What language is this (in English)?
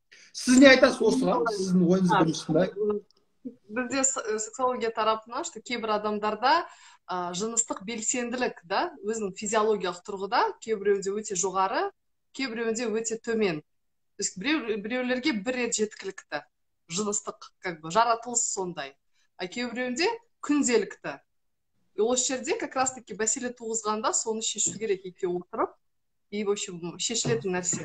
Kazakh